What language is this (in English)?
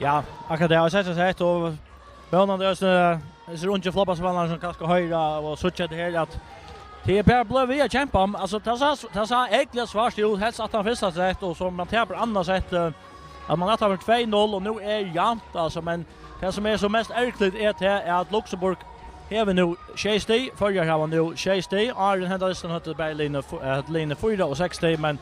Faroese